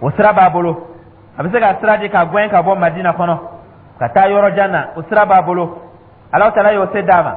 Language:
Dyula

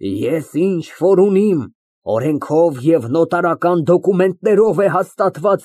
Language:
Armenian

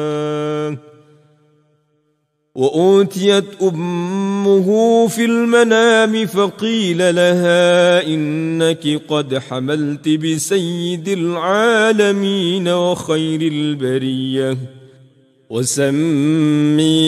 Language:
Arabic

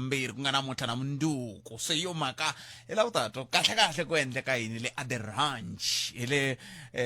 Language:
Tsonga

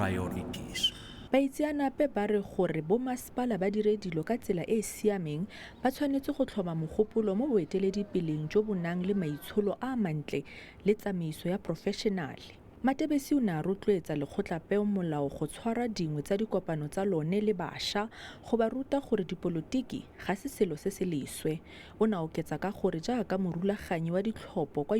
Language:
Northern Sotho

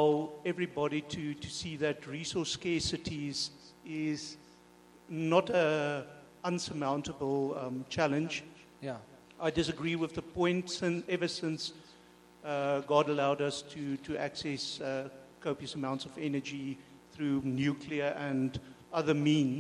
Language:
English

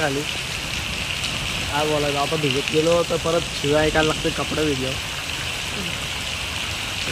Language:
Marathi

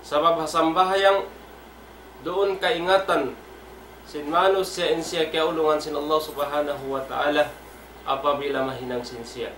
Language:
Tausug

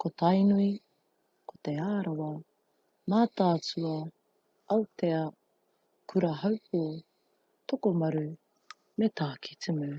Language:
Māori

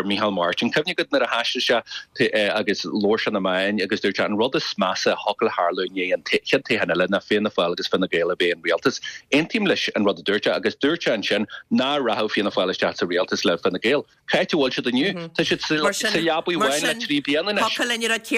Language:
Irish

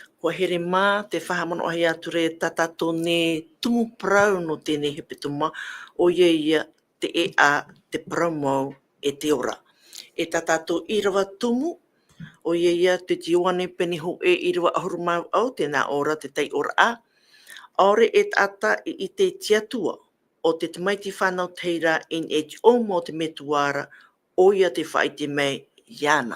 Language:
Tahitian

